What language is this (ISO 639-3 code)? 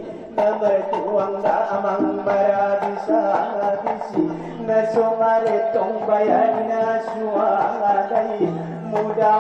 akb